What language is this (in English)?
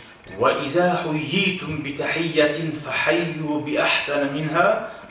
Kumyk